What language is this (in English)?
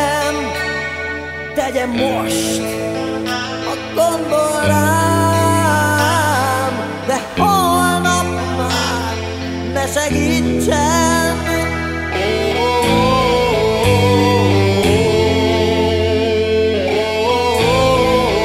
Hungarian